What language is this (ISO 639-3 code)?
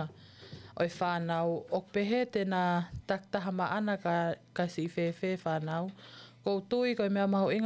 ton